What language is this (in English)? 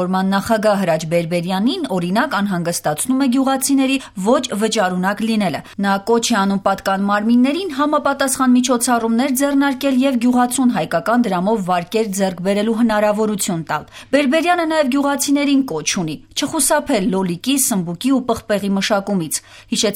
Armenian